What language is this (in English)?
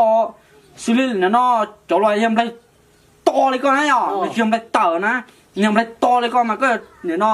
Hmong